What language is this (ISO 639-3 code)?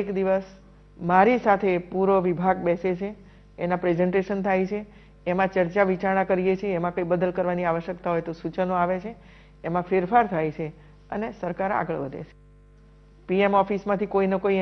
guj